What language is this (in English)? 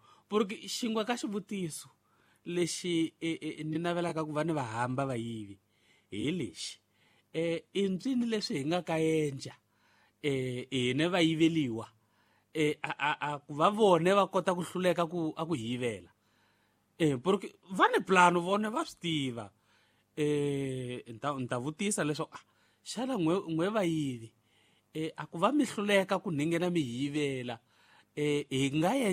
Tsonga